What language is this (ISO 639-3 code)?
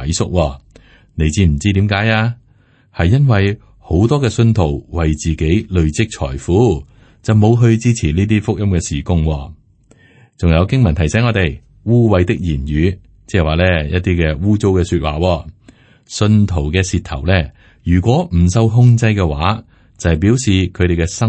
yue